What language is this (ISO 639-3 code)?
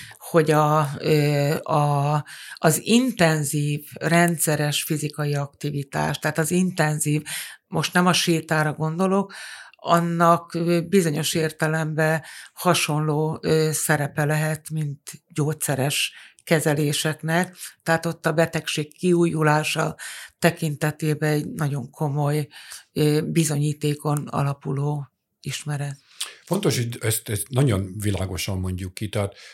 hun